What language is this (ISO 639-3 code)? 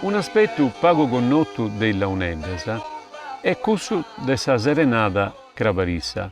srd